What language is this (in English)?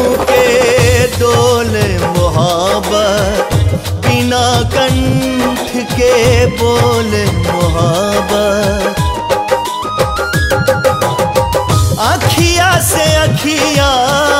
Bhojpuri